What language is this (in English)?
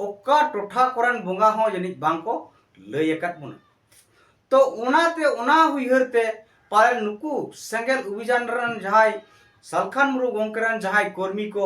Santali